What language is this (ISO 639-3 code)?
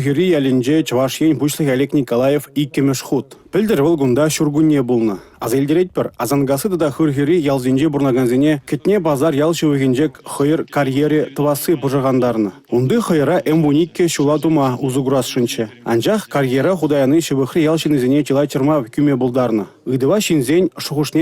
chv